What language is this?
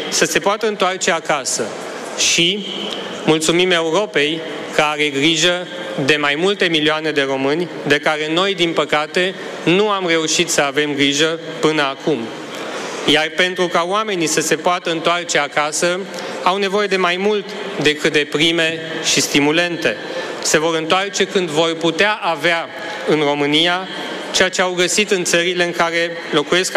Romanian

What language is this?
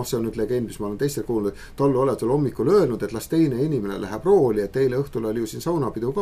Estonian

